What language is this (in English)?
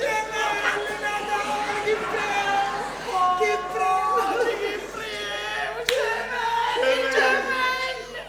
Sicilian